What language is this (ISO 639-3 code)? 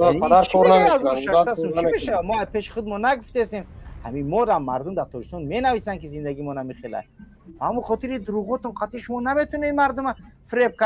tgk